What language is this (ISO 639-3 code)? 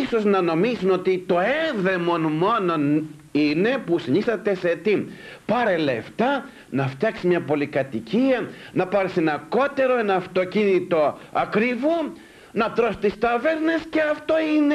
ell